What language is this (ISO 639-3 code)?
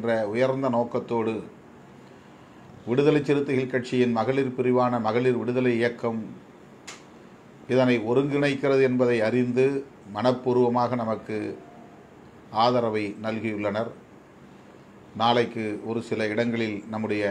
tam